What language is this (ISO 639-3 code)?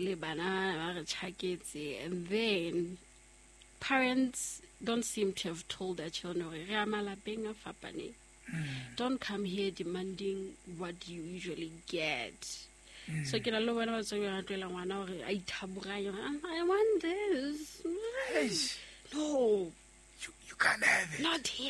sot